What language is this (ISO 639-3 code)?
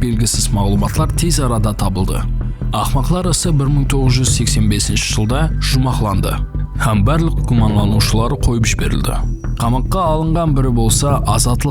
kaa